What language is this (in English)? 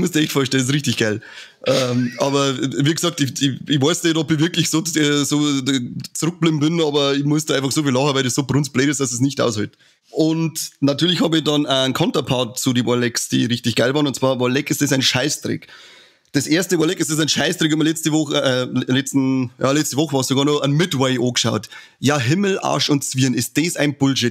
Bavarian